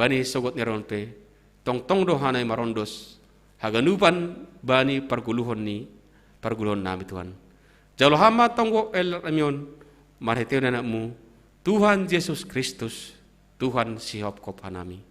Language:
Batak Simalungun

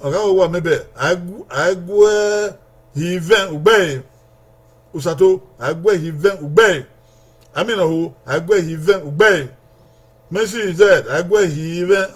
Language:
Bini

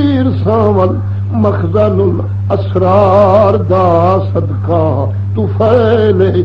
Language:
Saraiki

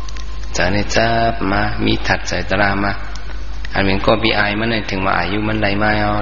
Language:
Shan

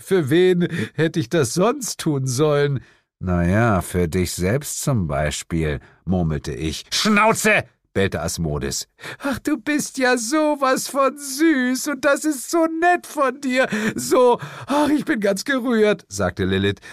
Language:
German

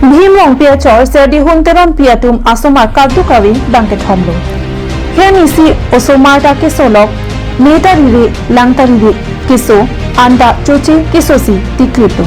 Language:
Karbi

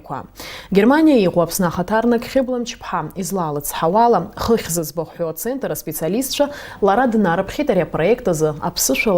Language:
Abkhazian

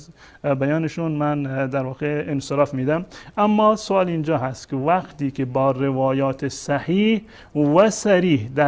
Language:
Persian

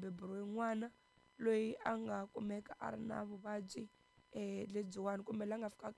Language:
Tsonga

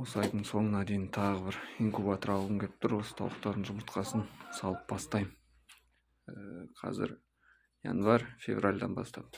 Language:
Kazakh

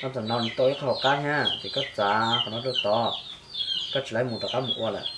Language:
Hmong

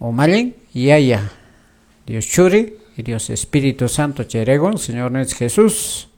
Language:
Quechua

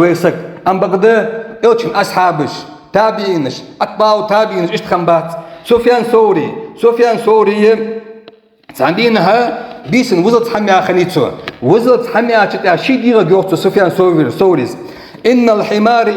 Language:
Ingush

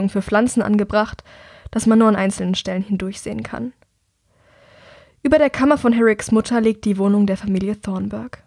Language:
German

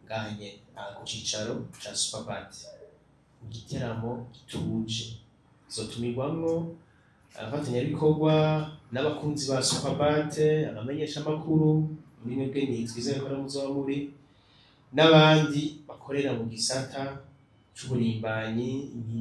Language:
Rundi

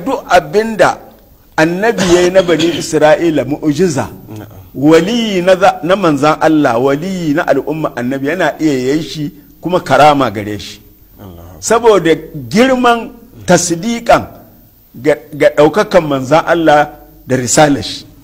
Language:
Hausa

